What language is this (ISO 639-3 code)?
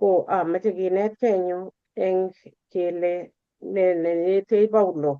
kln